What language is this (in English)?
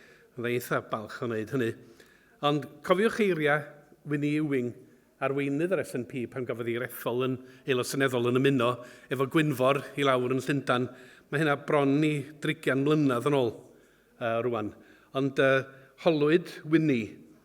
Welsh